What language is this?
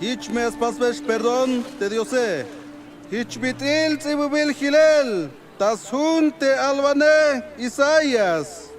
Tzeltal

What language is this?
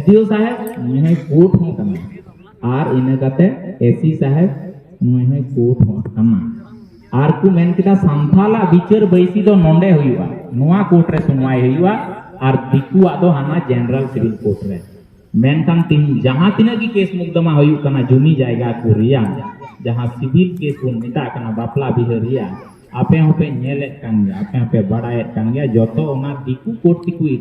Santali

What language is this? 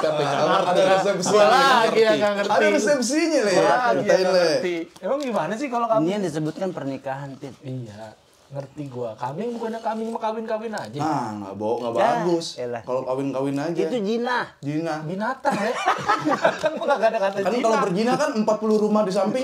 Betawi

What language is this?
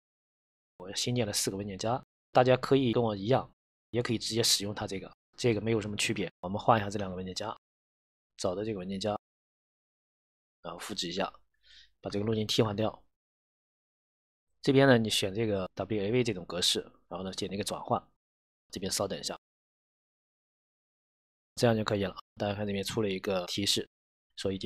Chinese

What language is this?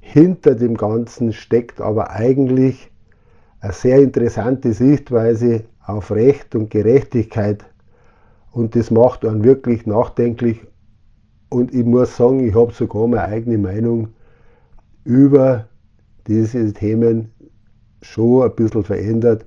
Bavarian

